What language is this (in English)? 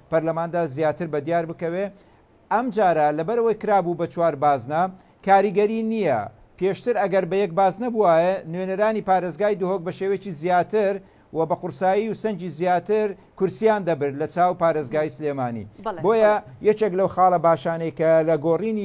Central Kurdish